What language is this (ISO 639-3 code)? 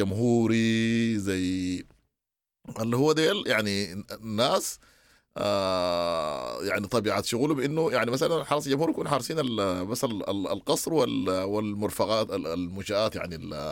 apd